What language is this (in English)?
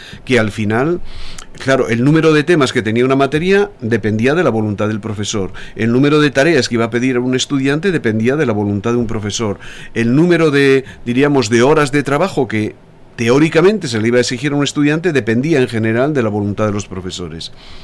Spanish